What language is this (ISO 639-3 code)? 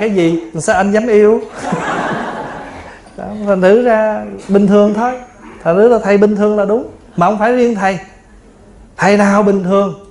vie